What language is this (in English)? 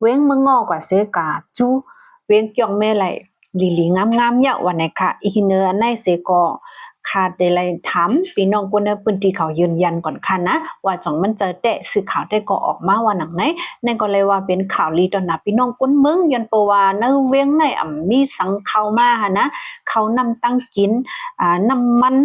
Shan